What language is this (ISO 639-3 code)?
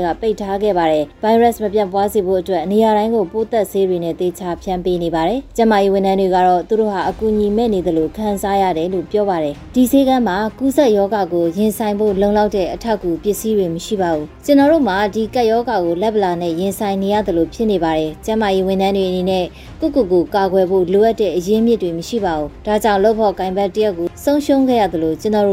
mya